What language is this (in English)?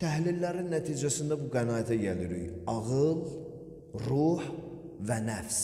Azerbaijani